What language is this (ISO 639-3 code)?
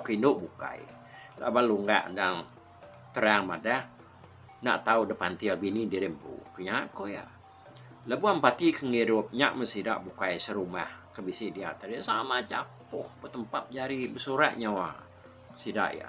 iba